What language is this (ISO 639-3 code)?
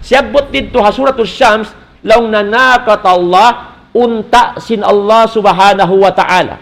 tsg